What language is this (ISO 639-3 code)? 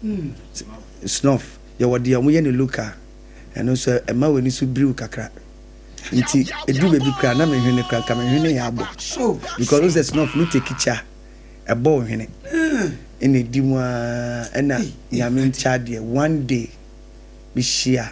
aka